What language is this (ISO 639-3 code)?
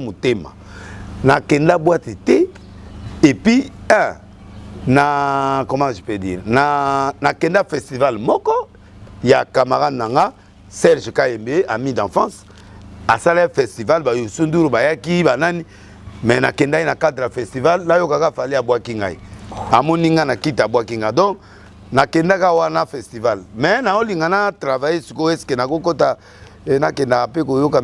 lin